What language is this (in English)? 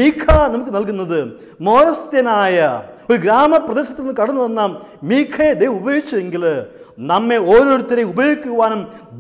Malayalam